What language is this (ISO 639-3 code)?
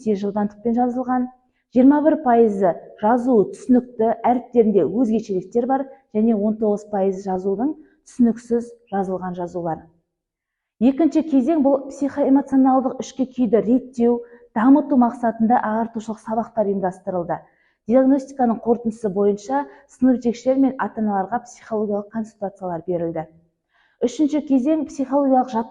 kaz